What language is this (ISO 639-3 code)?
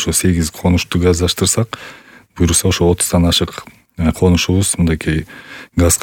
kir